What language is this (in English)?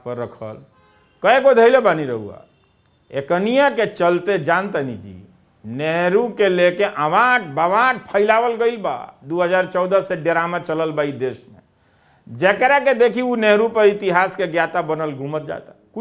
Bhojpuri